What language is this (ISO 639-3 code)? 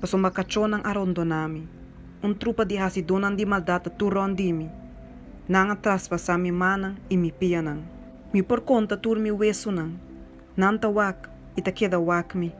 pap